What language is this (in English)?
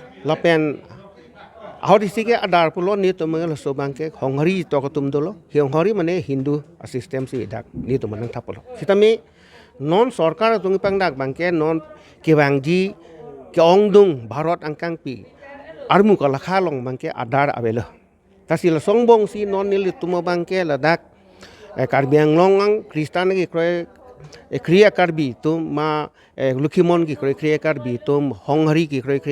Karbi